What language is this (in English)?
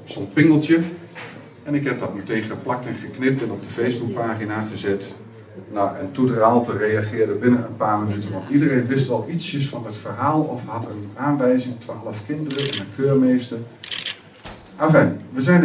Dutch